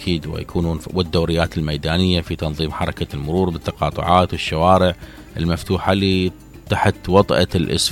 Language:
Mesopotamian Arabic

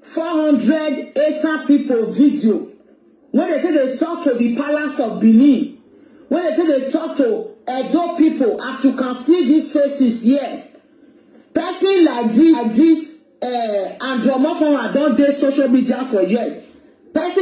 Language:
Nigerian Pidgin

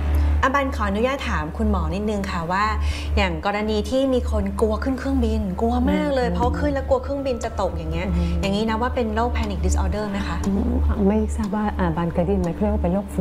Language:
Thai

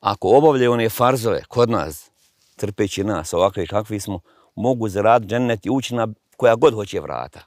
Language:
Bosnian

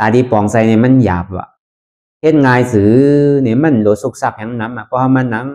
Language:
Shan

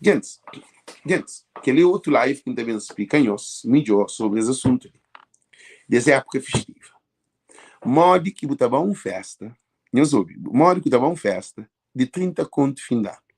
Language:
Kabuverdianu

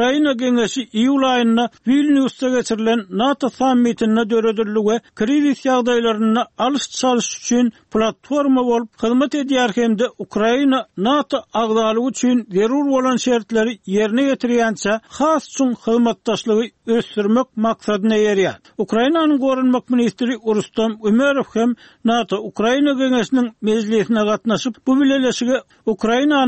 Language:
Turkmen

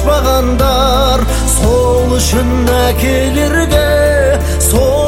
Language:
Kazakh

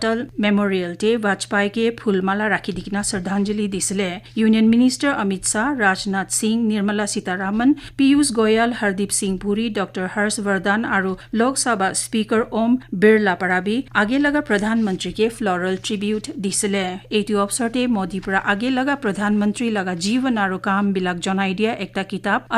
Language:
Naga Pidgin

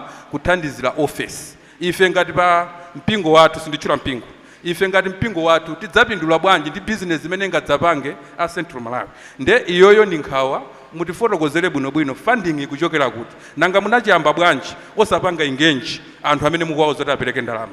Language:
Nyanja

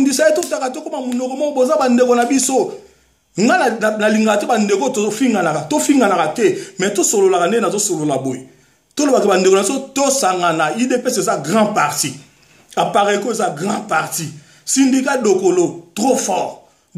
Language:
Lingala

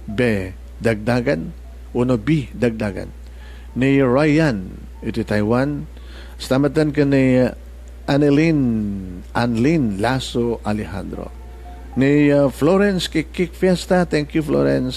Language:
Iloko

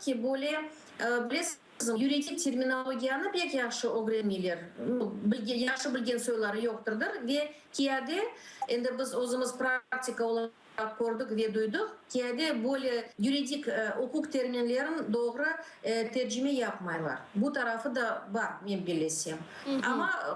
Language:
Crimean Tatar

